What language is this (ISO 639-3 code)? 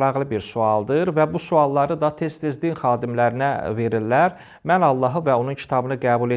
aze